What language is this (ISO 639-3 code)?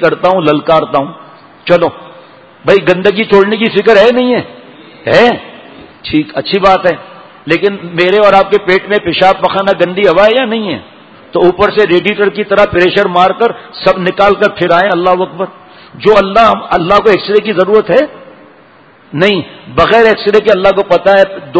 urd